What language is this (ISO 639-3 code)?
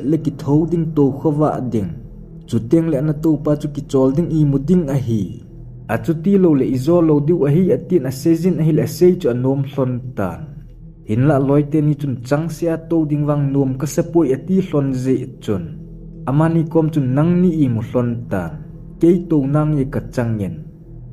tcz